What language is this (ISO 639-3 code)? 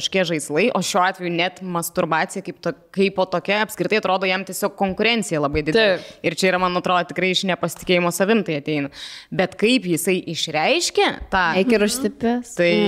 lit